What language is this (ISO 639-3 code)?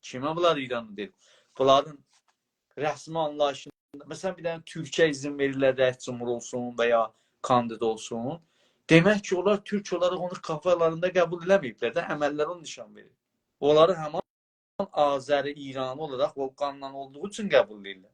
azb